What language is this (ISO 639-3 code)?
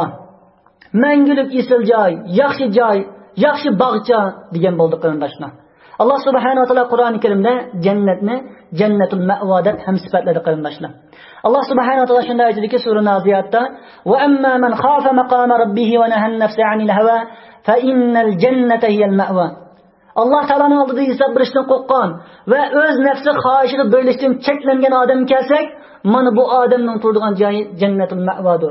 uig